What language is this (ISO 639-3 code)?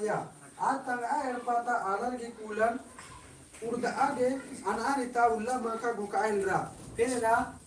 kru